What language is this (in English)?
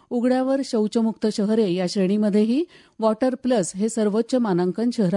Marathi